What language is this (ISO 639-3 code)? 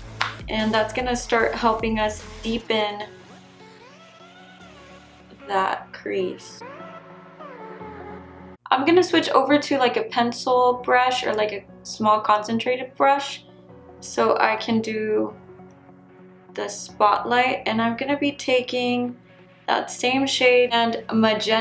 eng